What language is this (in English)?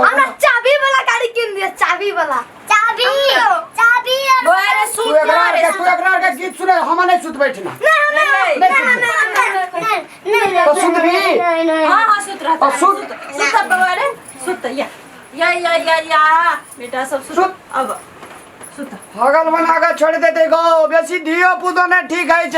Maithili